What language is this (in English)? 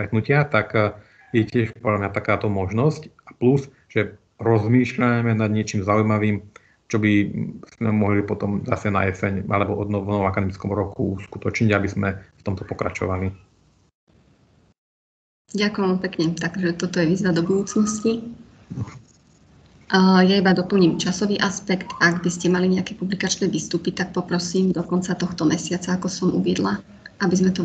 Slovak